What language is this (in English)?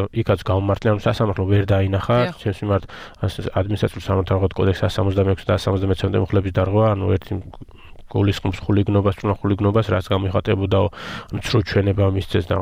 Georgian